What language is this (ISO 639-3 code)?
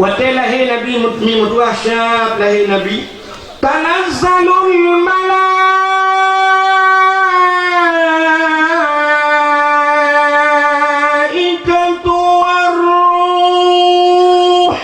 ace